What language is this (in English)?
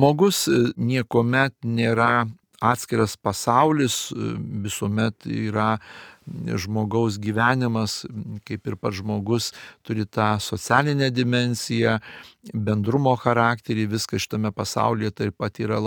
Lithuanian